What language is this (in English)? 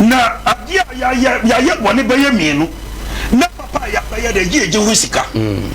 Akan